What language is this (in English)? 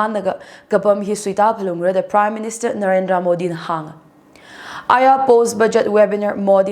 Tangkhul Naga (India)